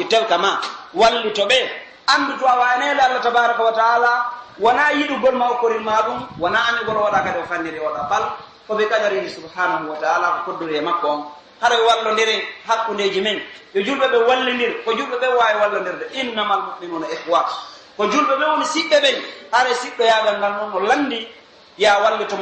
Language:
Pular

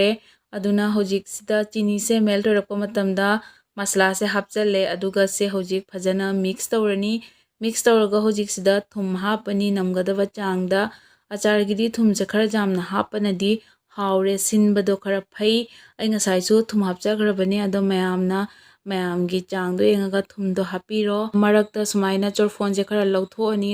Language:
Manipuri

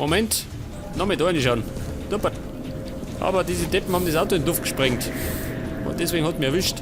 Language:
Bavarian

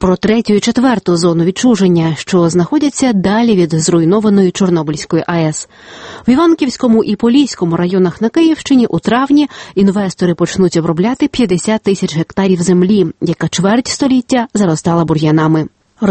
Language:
Ukrainian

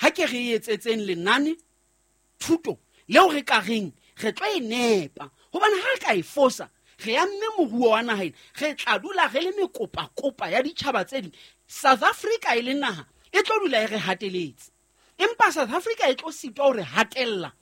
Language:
Southern Sotho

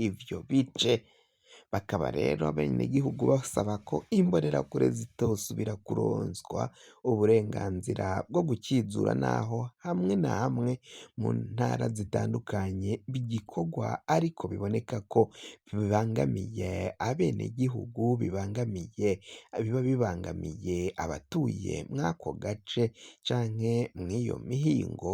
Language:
Rundi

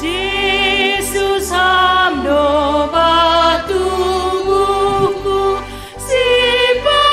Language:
Batak Simalungun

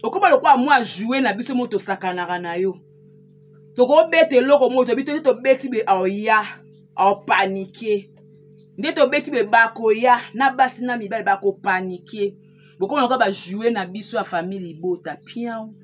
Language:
Lingala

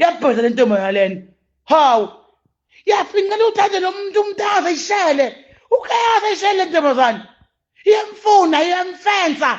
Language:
Zulu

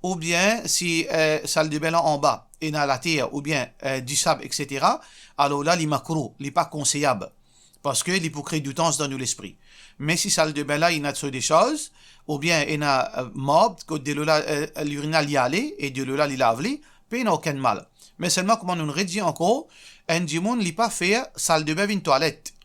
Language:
Morisyen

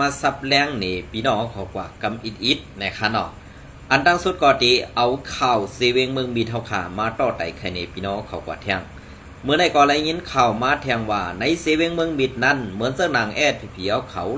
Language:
Shan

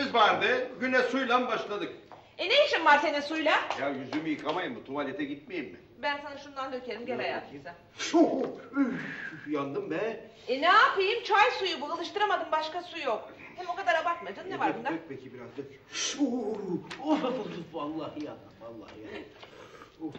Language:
Turkish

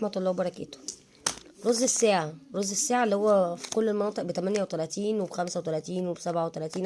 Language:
Egyptian Arabic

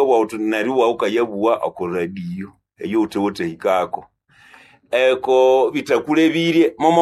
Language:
Nande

